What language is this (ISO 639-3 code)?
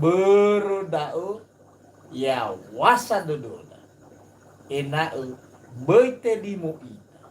nia